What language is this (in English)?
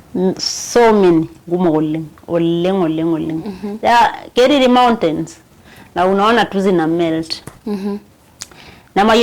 Masai